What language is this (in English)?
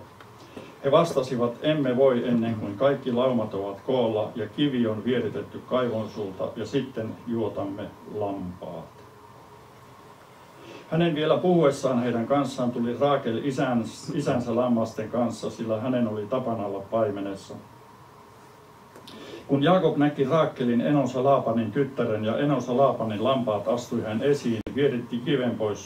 Finnish